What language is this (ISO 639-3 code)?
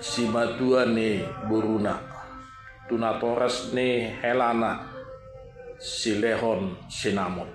bbc